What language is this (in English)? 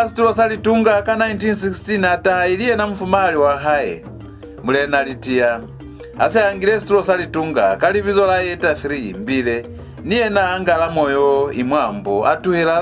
Lozi